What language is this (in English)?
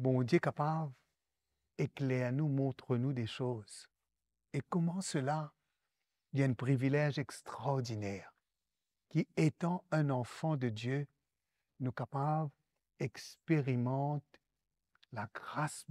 Morisyen